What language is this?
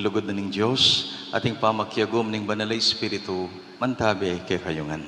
Pampanga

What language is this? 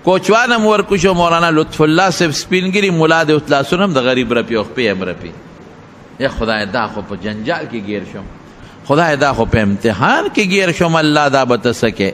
Pashto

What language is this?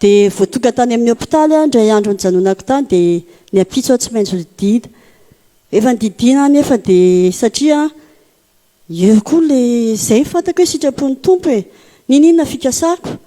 Malagasy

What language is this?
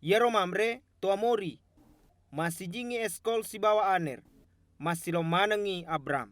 Buginese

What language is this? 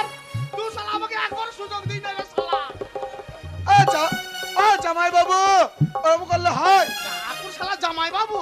Bangla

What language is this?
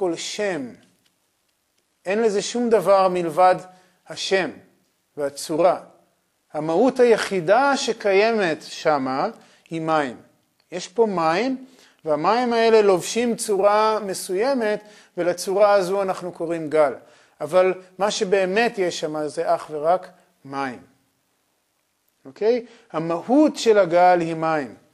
Hebrew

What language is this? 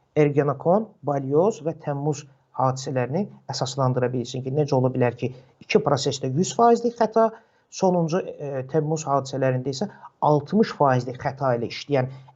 Azerbaijani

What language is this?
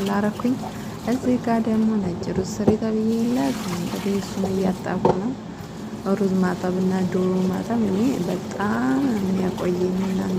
Amharic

